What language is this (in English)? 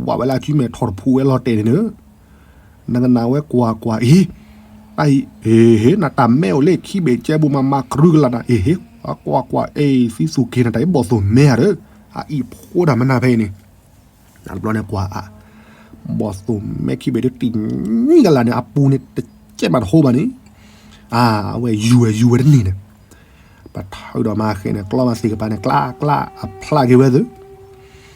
S'gaw Karen